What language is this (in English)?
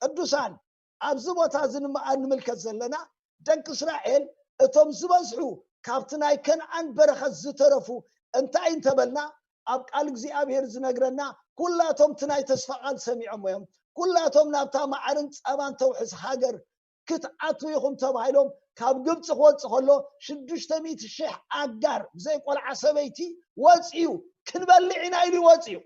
Tigrinya